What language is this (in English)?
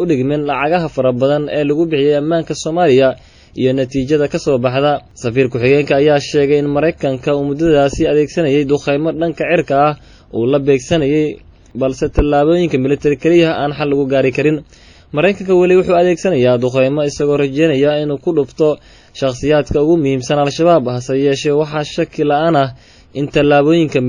Somali